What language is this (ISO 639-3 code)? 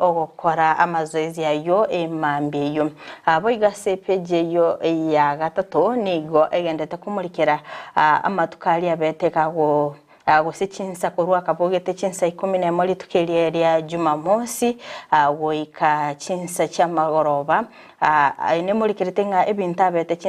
guz